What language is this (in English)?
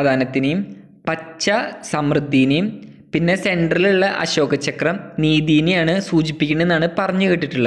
Malayalam